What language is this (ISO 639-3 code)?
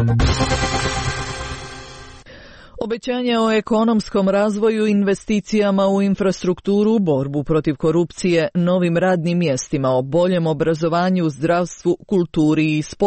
hrv